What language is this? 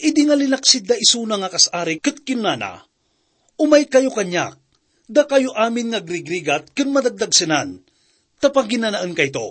Iloko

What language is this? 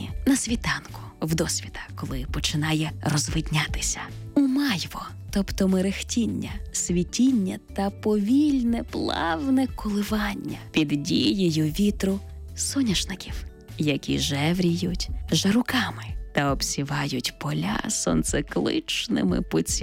Ukrainian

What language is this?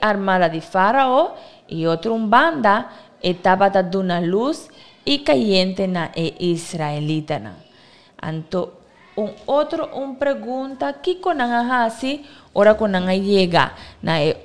Papiamento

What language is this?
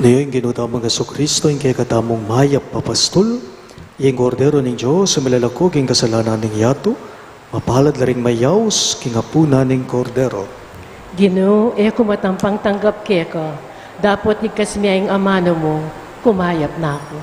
Pampanga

